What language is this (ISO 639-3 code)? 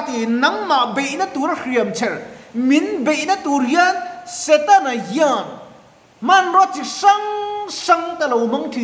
lus